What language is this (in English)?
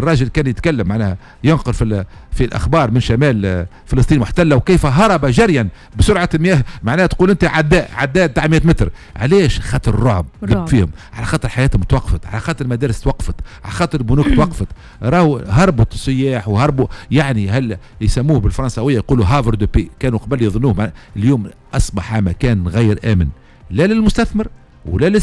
Tunisian Arabic